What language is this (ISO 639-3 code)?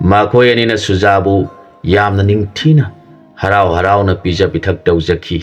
mni